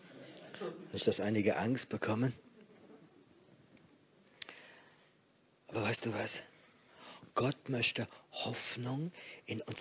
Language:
German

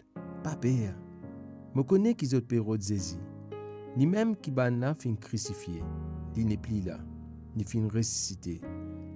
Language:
Morisyen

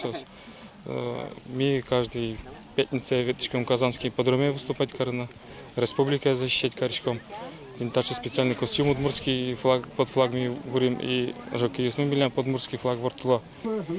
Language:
Udmurt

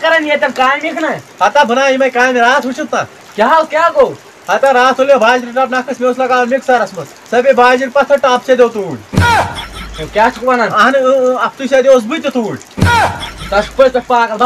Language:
Kashmiri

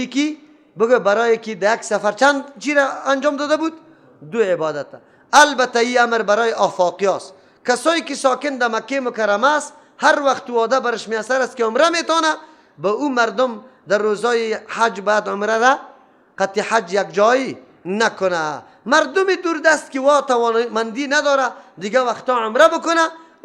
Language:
Persian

